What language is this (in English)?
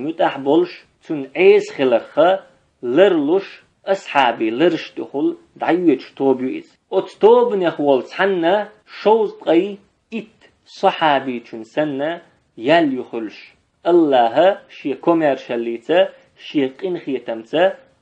Chechen